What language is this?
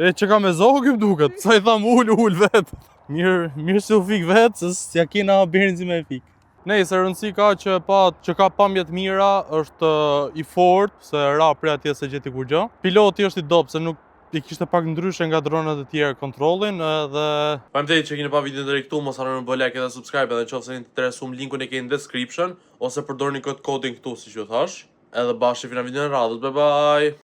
Albanian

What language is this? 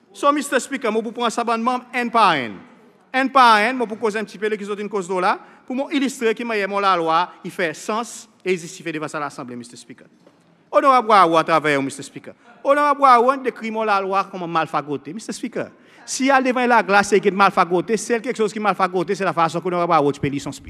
Seselwa Creole French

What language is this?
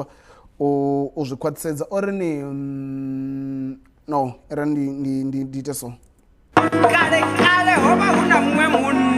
Venda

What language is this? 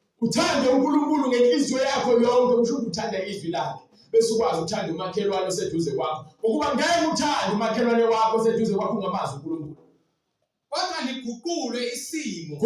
Zulu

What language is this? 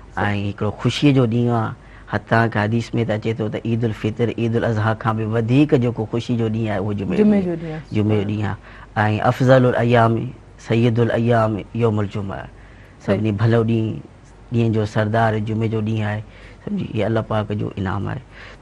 Sindhi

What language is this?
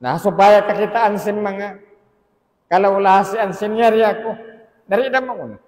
Tausug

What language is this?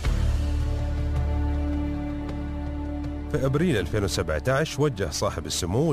Gulf Arabic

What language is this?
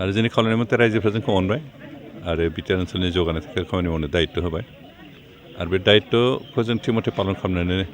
Bodo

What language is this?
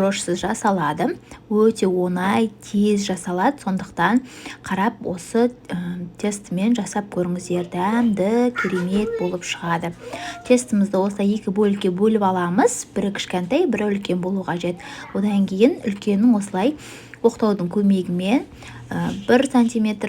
Kazakh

